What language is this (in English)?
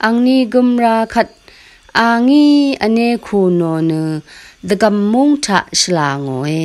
Rawang